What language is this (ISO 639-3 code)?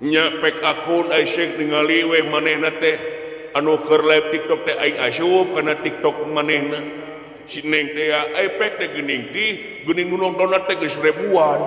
sun